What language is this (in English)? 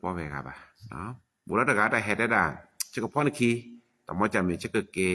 S'gaw Karen